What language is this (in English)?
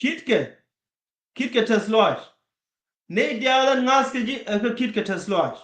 Nuer